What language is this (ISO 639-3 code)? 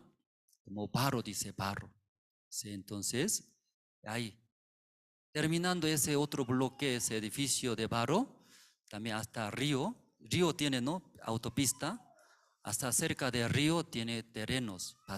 aym